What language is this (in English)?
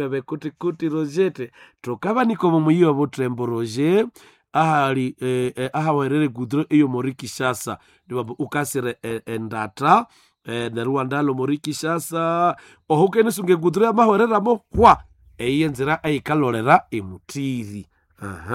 Nande